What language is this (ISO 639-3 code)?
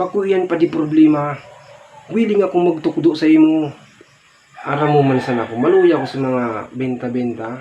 bik